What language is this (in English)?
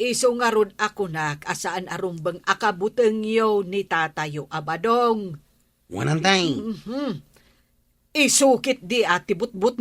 Iloko